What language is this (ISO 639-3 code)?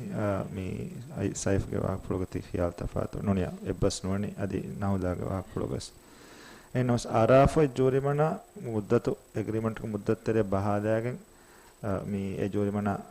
div